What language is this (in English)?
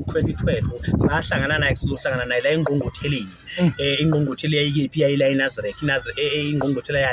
Zulu